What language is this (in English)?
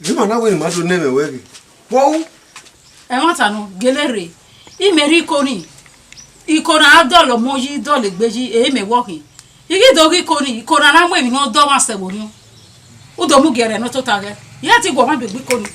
Bini